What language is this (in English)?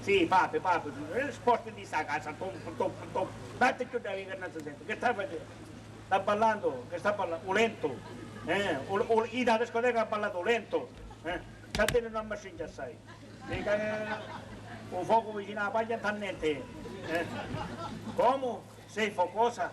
Sicilian